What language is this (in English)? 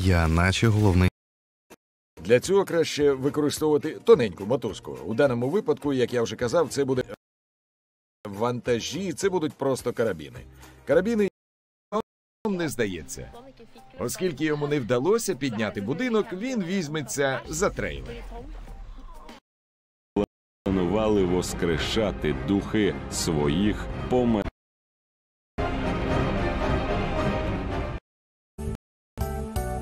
Ukrainian